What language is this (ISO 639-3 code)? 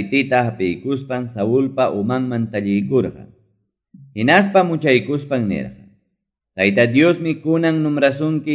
que